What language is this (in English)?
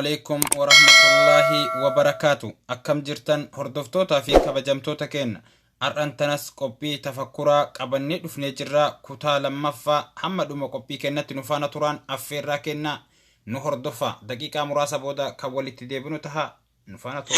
Oromo